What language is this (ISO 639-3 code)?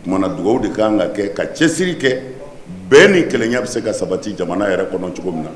bam